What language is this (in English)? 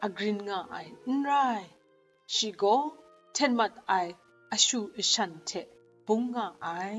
Kachin